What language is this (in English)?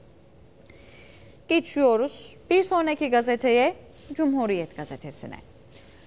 Turkish